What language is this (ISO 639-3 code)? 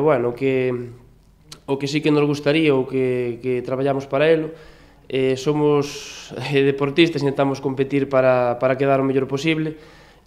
glg